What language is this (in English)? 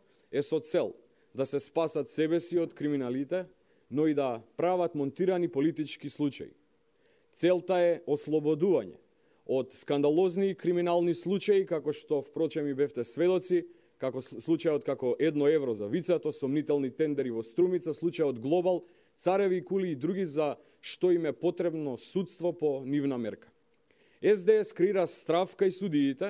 Macedonian